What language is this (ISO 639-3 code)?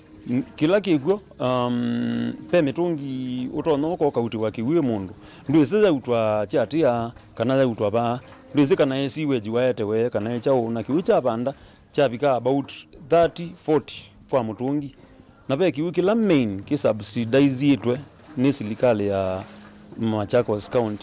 kam